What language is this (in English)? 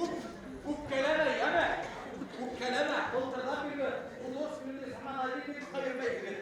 Bashkir